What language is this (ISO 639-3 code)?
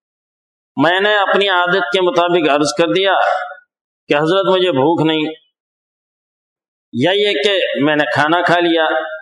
urd